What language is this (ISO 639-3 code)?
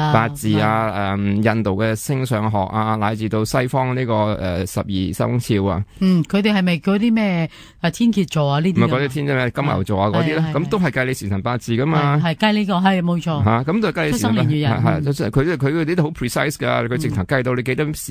yue